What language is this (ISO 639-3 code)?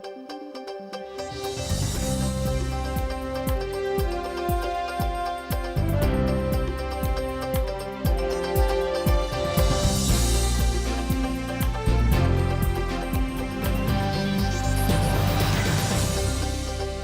udm